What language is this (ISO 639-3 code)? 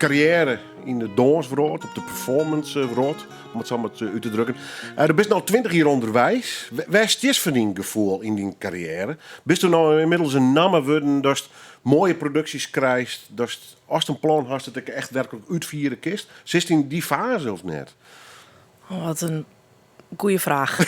fry